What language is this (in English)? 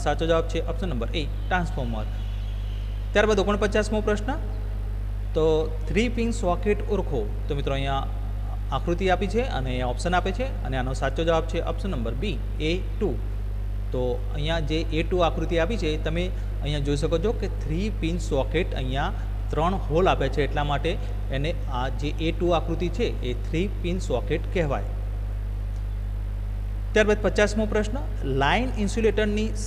Gujarati